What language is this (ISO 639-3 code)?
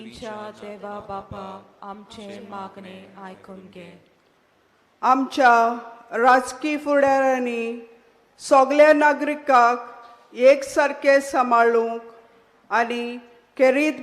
kok